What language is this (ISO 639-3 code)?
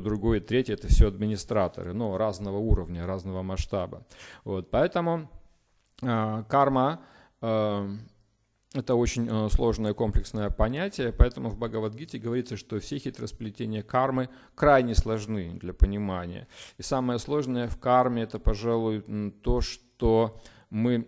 rus